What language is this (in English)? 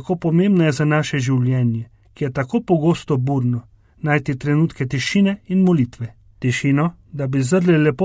Slovenian